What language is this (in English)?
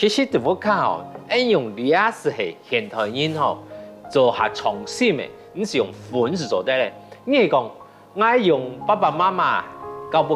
Hakka Chinese